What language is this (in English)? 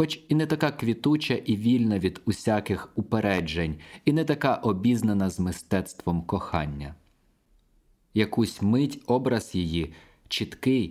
Ukrainian